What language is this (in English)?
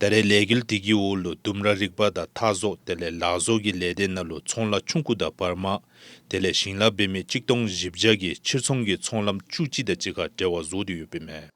Dzongkha